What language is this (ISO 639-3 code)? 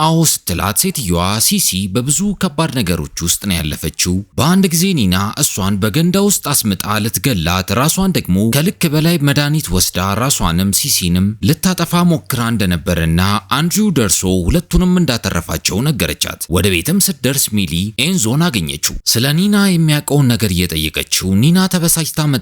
amh